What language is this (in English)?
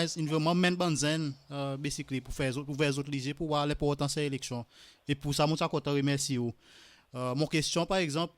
Seselwa Creole French